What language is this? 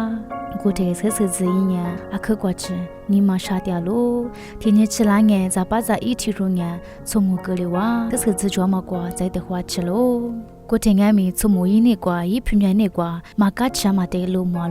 Lisu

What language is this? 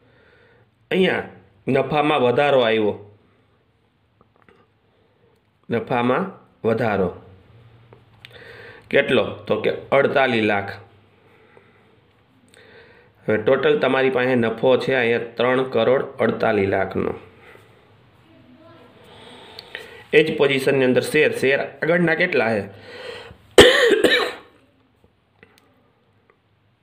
Gujarati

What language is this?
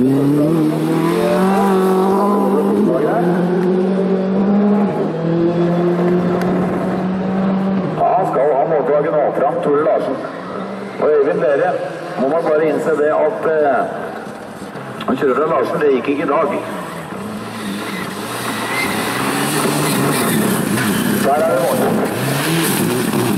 Norwegian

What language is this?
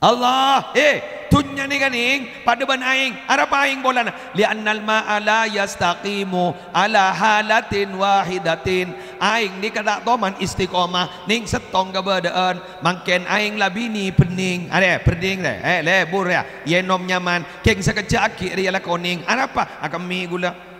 Madurese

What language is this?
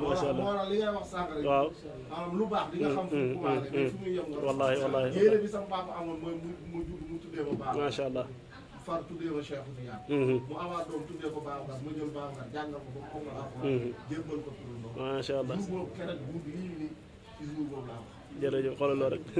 Wolof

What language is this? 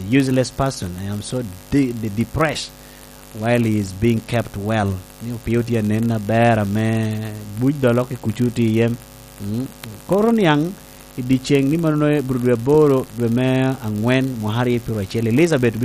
Lango (Uganda)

